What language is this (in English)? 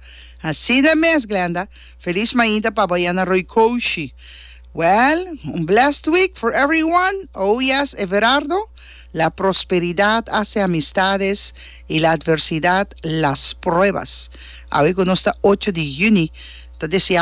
Papiamento